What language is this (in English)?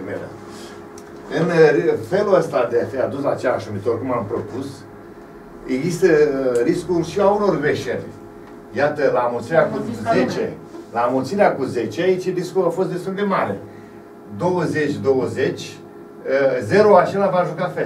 Romanian